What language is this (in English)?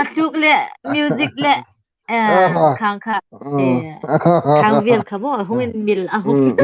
Hmar